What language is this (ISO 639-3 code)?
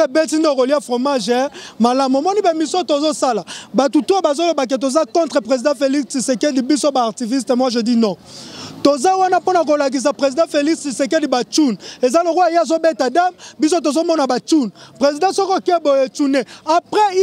lin